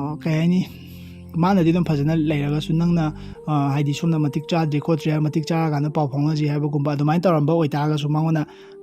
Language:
Manipuri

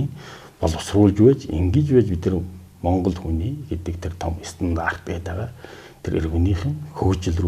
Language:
Mongolian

